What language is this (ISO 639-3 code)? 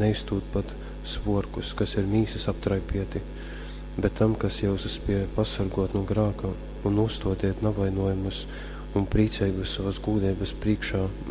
ltg